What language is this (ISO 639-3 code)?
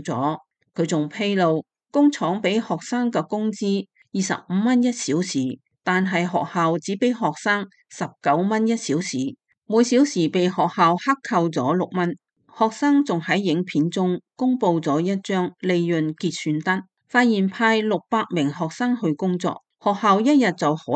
yue